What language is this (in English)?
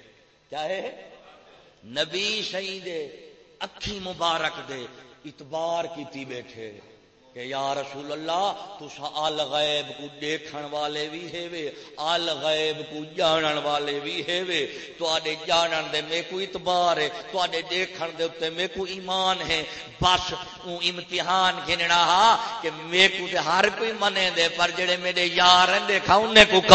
Saraiki